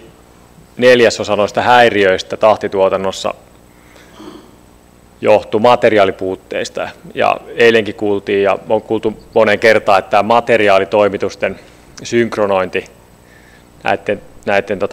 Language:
Finnish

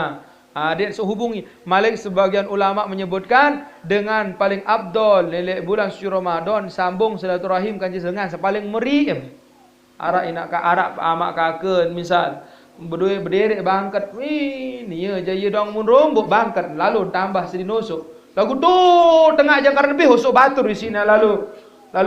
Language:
Sasak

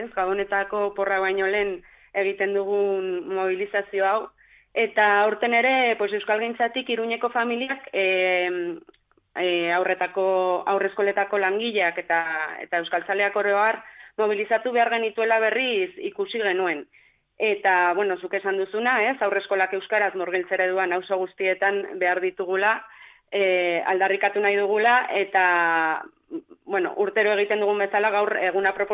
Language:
Basque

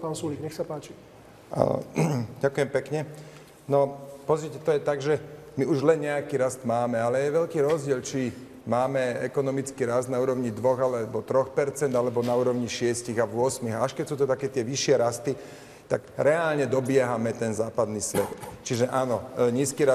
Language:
Slovak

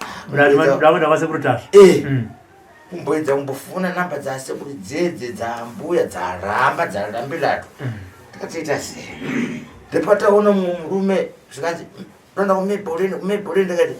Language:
Shona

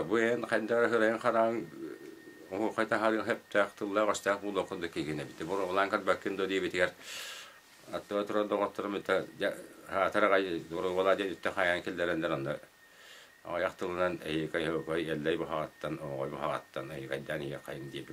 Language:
Yakut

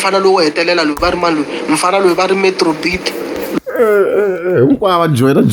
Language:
Tsonga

